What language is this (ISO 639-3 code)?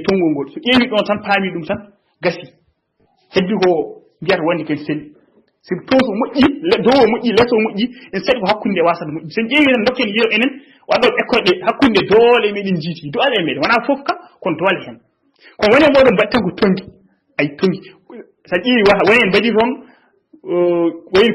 ful